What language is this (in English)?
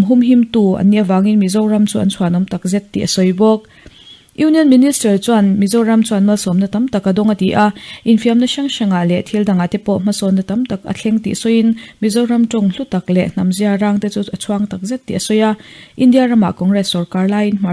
Mizo